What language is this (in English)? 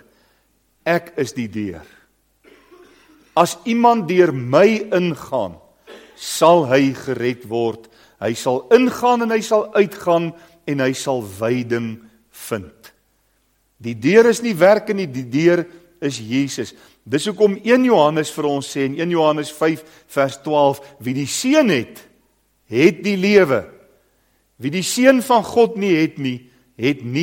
Afrikaans